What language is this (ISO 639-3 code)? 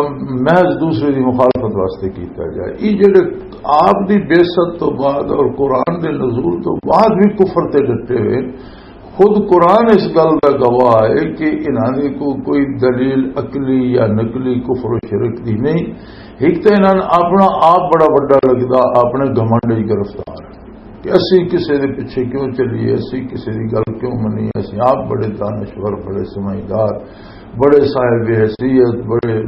lah